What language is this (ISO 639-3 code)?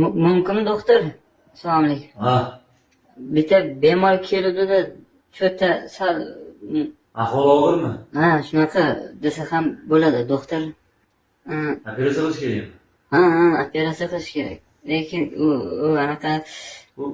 uzb